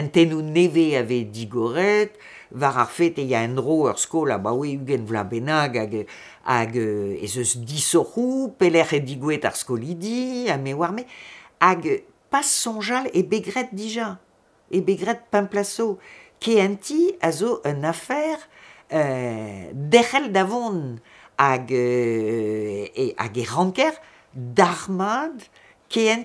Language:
Breton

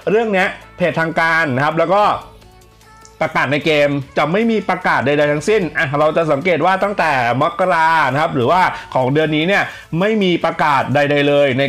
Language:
Thai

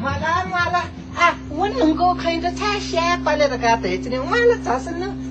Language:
Newari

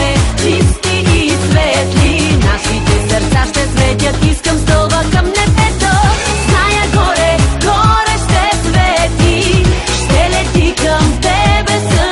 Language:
Bulgarian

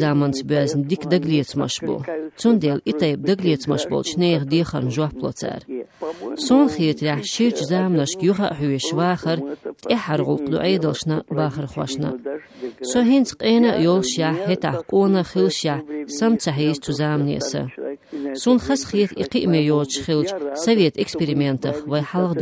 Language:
Chechen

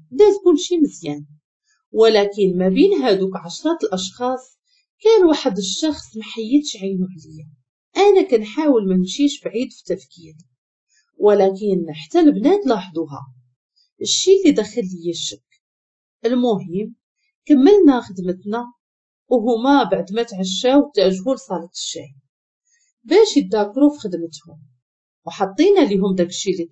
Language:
Moroccan Arabic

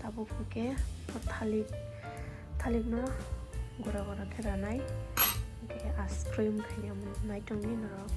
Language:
Kok Borok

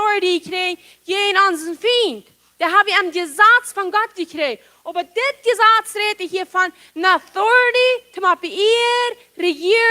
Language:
Plautdietsch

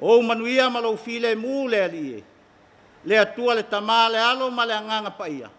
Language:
Samoan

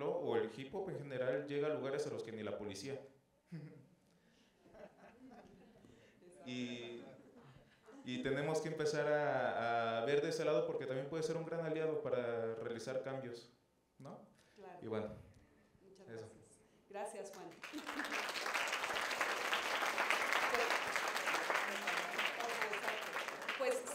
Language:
Spanish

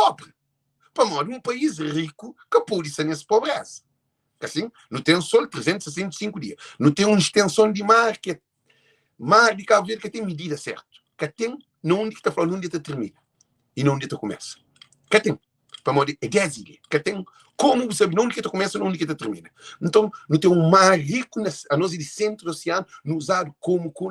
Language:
Kabuverdianu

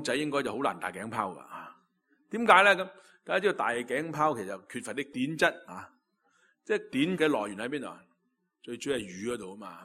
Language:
Cantonese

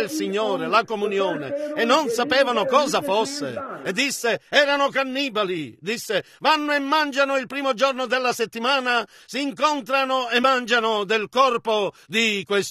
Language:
Italian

